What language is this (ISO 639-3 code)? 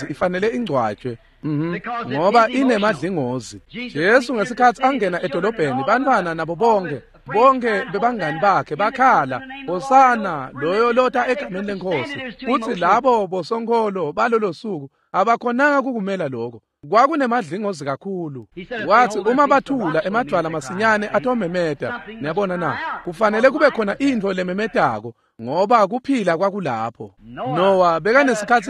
ssw